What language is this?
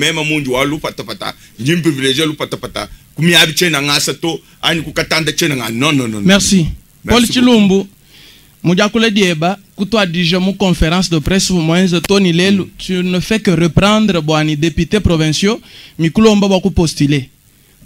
Luba-Lulua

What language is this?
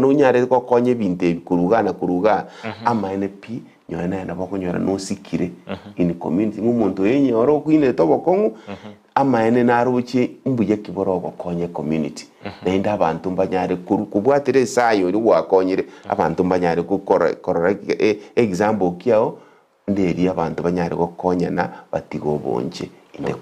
Gusii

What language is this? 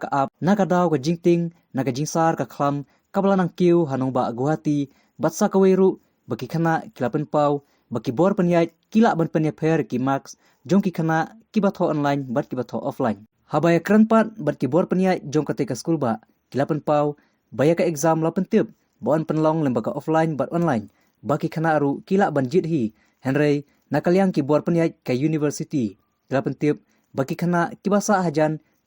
Khasi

